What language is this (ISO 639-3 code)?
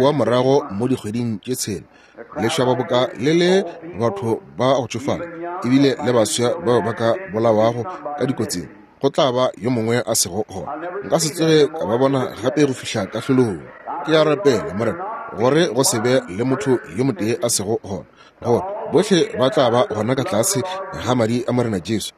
nso